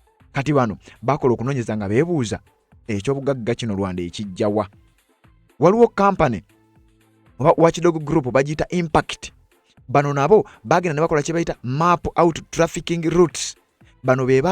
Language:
Ganda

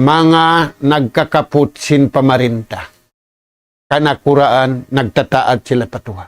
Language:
Tausug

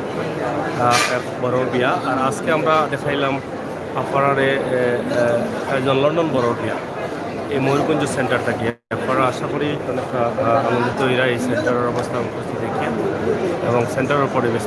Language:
Sylheti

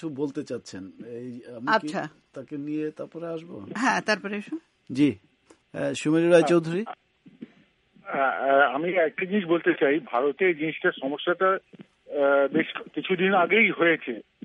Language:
Bangla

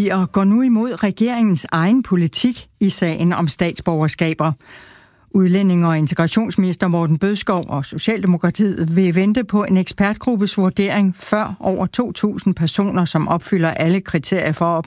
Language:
Danish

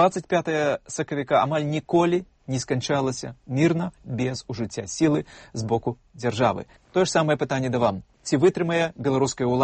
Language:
Belarusian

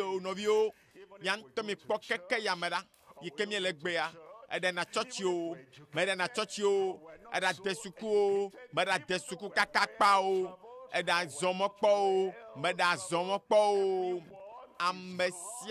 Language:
Ewe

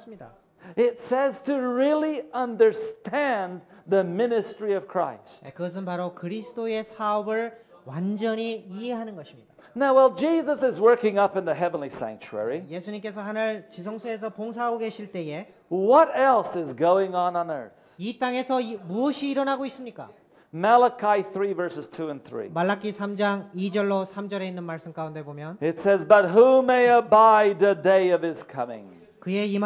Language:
Korean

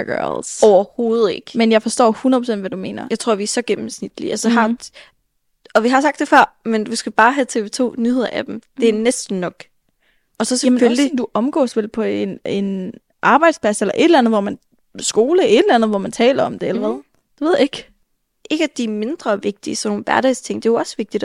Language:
Danish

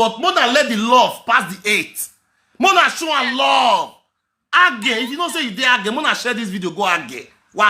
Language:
Nigerian Pidgin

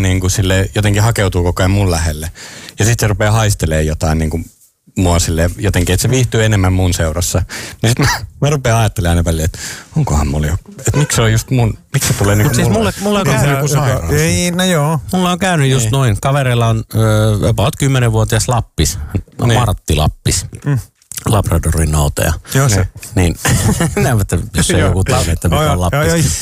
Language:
Finnish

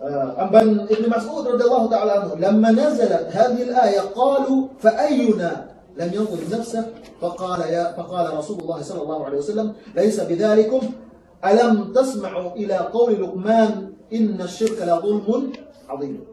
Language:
Yakan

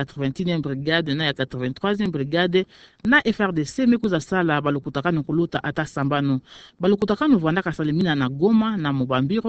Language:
Kituba (Democratic Republic of Congo)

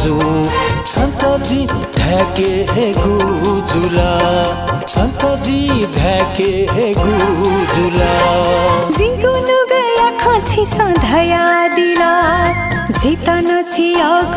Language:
Newari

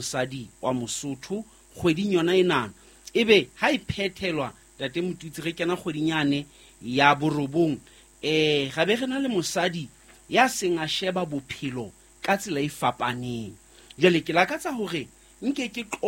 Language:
Southern Sotho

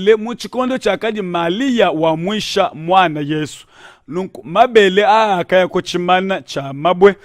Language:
Luba-Lulua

